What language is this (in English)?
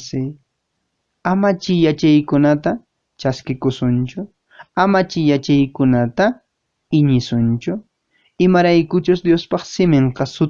Quechua